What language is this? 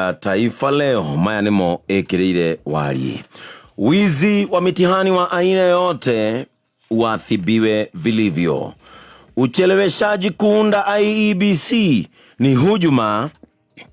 Kikuyu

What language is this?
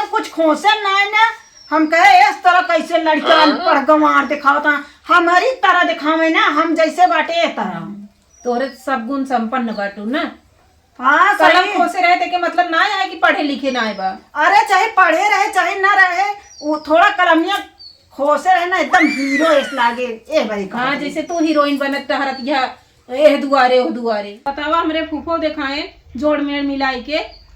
Awadhi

